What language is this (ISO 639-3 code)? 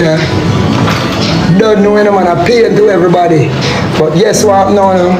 jam